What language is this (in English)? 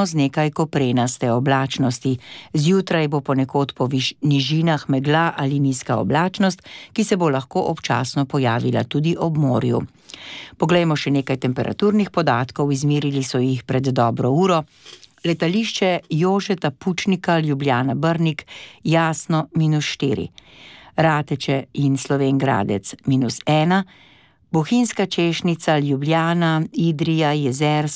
Slovenian